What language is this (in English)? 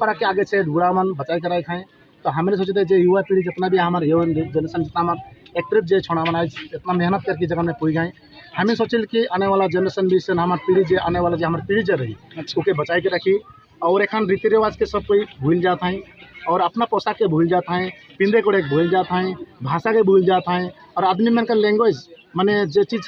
Sadri